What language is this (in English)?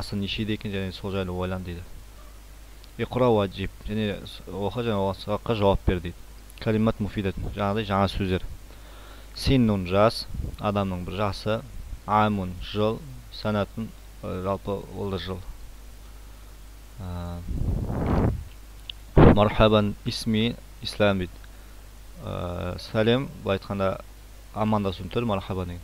Kazakh